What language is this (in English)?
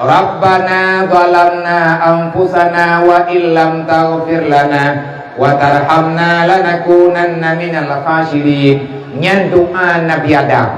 Achinese